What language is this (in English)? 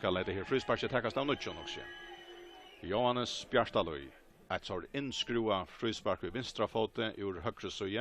Faroese